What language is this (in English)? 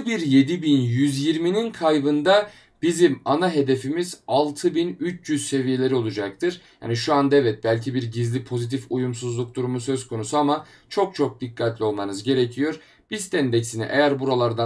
Turkish